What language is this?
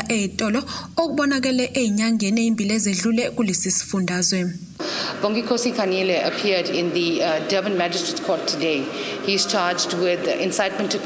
Zulu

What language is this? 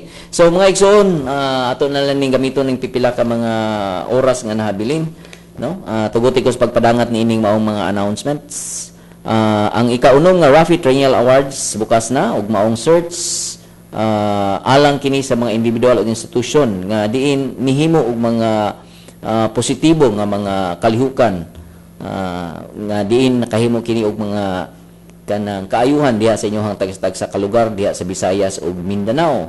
Cebuano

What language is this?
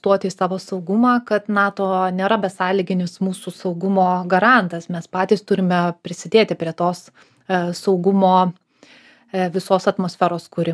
Lithuanian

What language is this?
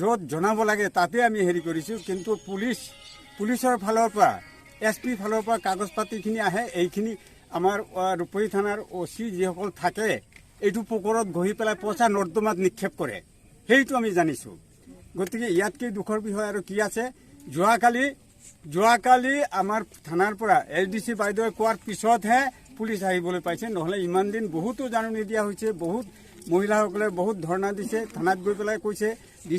Assamese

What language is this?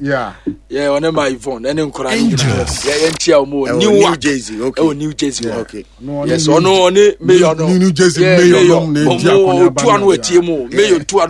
Akan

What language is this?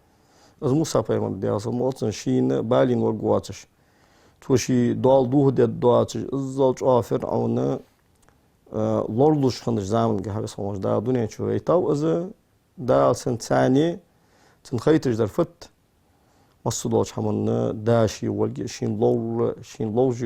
Ingush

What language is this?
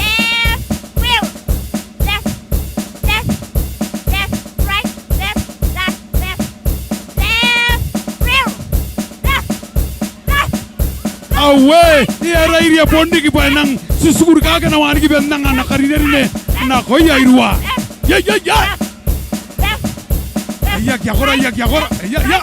Gilbertese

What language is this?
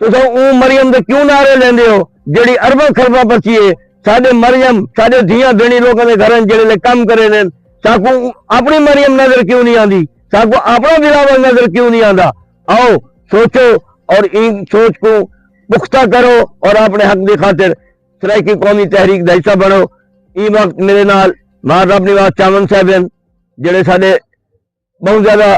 Saraiki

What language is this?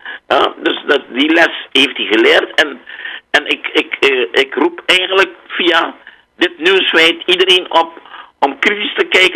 Dutch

